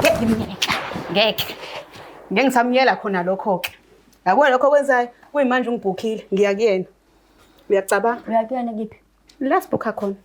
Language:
Zulu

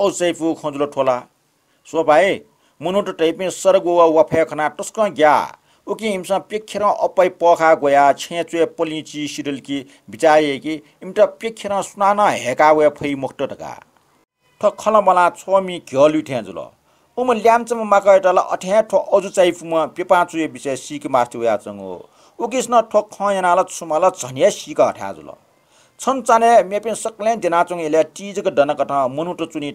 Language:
Newari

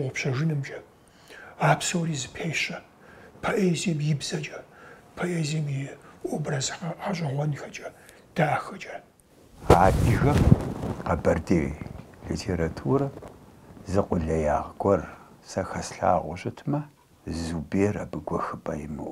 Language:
Kabardian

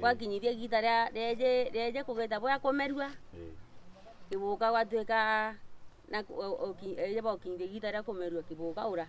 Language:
Meru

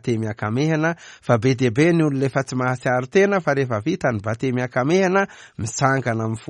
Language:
Malagasy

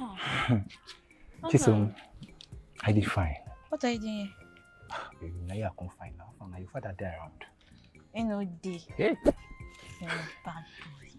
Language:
Nigerian Pidgin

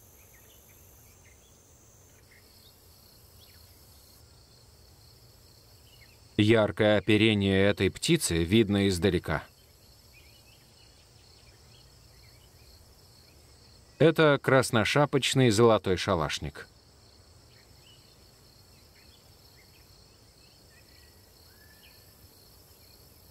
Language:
Russian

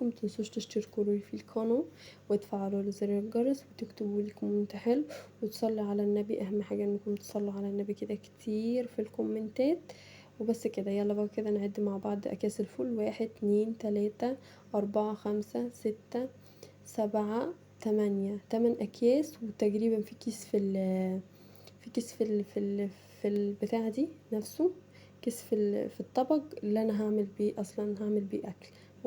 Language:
Egyptian Arabic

